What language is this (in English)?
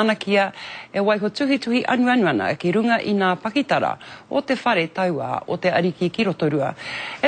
Māori